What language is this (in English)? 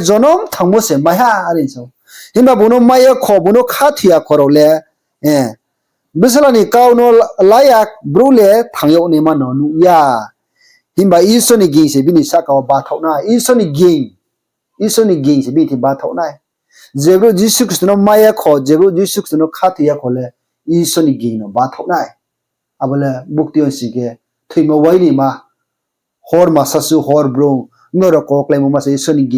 Riang (India)